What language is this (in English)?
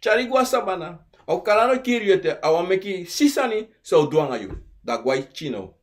Sranan Tongo